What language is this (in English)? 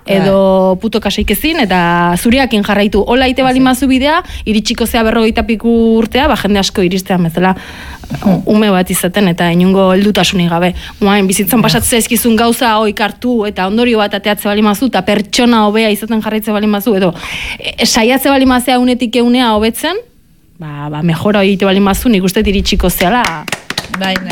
Basque